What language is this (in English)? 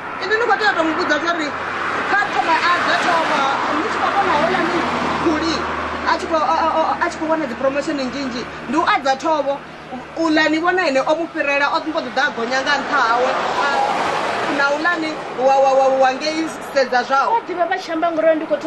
Venda